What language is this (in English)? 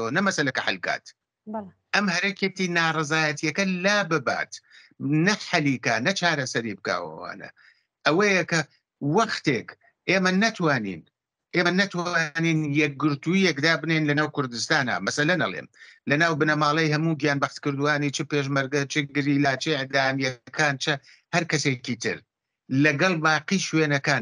Central Kurdish